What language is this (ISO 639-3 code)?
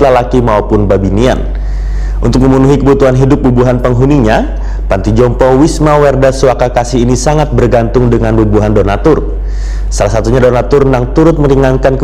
bjn